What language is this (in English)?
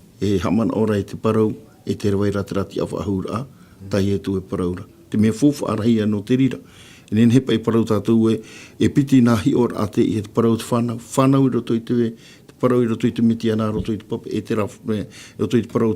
Tahitian